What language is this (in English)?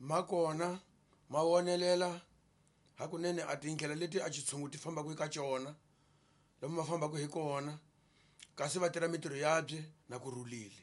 Tsonga